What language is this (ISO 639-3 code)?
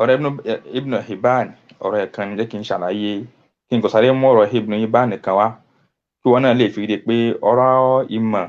yor